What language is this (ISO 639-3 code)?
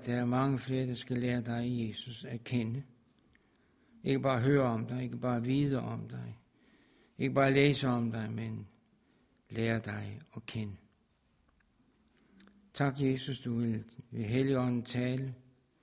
dan